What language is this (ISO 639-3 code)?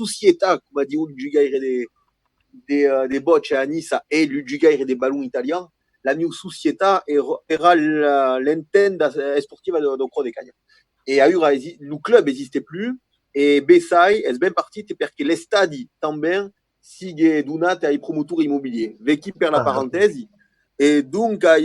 oci